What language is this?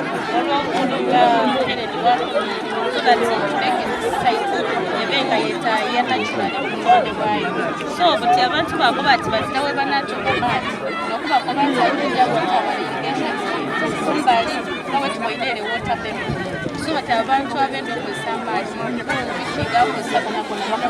Soga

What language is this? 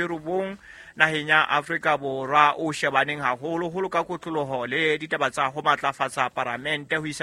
Southern Sotho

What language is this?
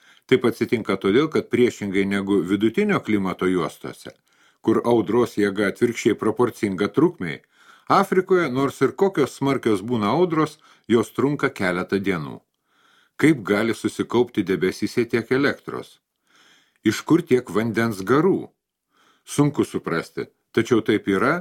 Lithuanian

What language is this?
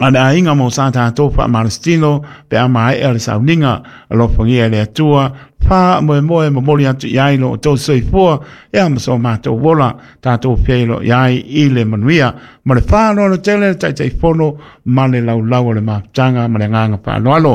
Samoan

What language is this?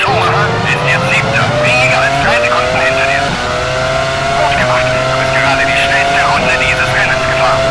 Bavarian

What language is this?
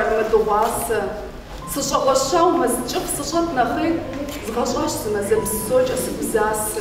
Kabardian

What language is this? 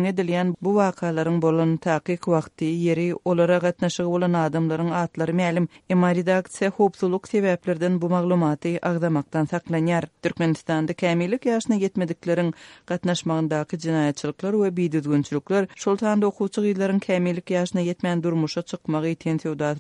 Turkmen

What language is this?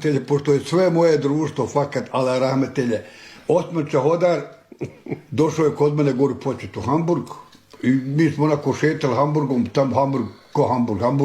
Bosnian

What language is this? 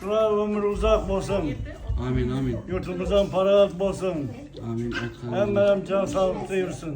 Turkmen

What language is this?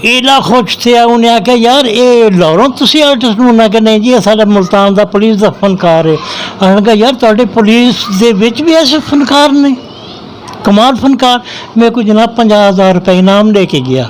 Saraiki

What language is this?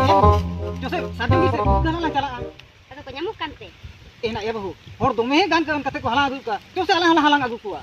Santali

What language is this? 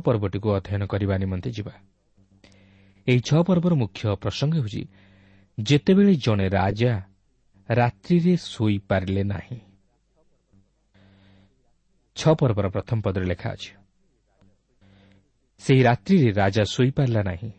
Odia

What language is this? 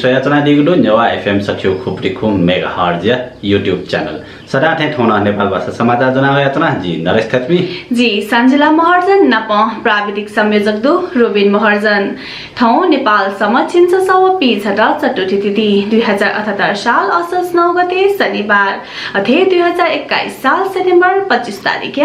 Newari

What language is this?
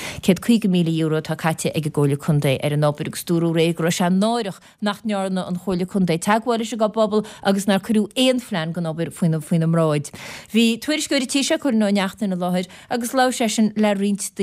Irish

